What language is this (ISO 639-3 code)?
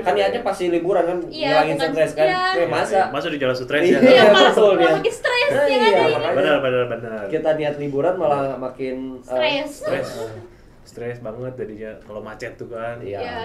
ind